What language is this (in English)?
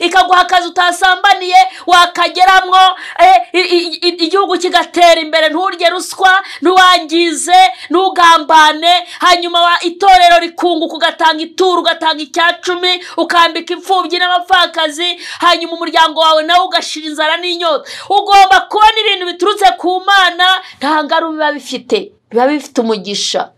Kinyarwanda